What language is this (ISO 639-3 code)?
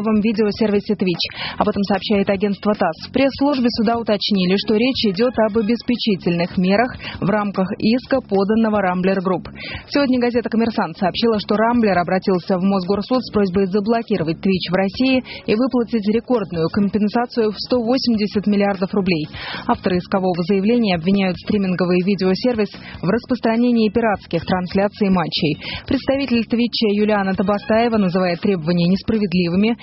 rus